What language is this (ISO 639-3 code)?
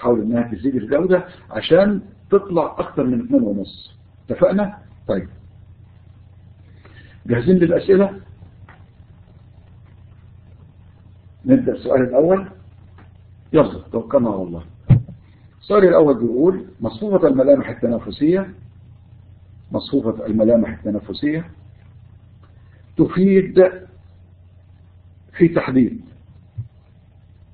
arz